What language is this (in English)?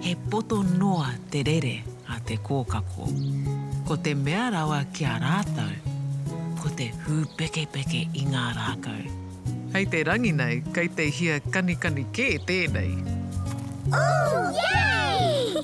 Māori